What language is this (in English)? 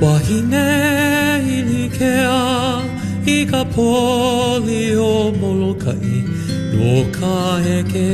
Hawaiian